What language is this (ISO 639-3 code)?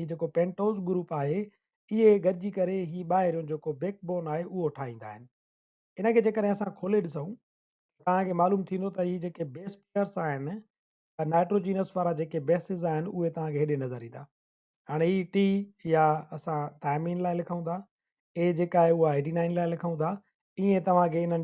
snd